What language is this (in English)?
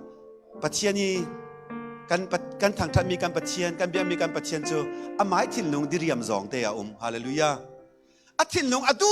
Falam Chin